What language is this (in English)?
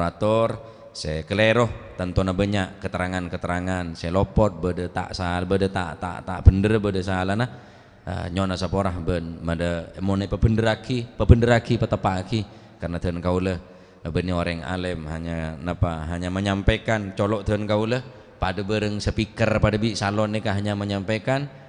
Madurese